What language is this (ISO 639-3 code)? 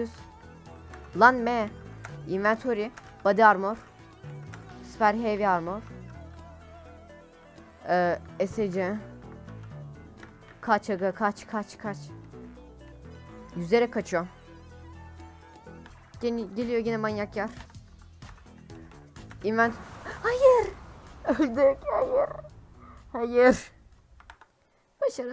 tur